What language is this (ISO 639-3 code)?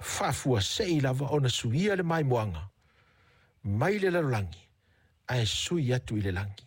smo